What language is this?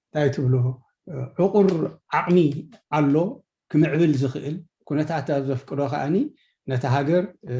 Tigrinya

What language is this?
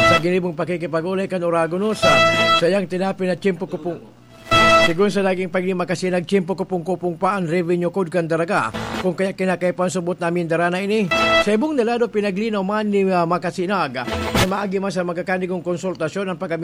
Bikol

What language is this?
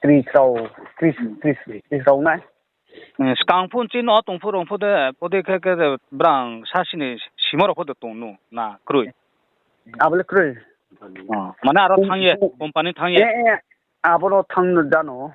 Riang (India)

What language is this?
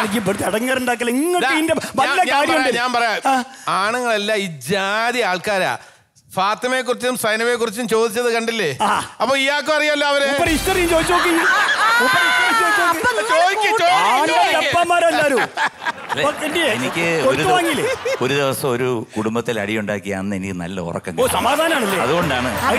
Malayalam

